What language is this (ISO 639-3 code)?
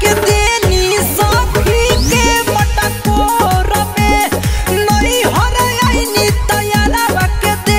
bho